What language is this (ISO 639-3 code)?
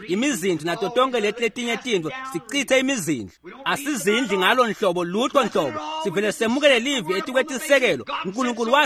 ssw